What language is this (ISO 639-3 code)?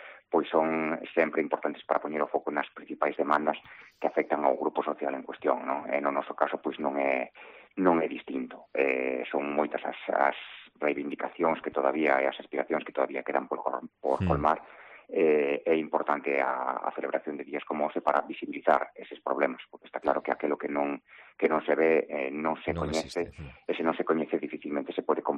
glg